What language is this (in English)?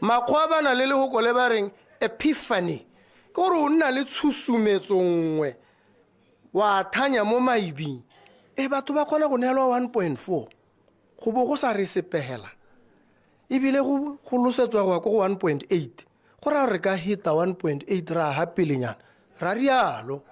Tswana